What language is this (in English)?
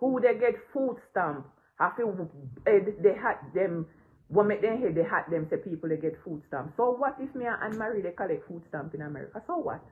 Jamaican Creole English